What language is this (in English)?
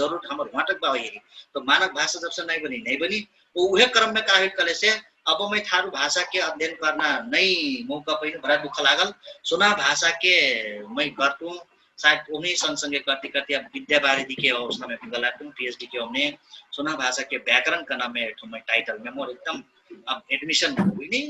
Dangaura Tharu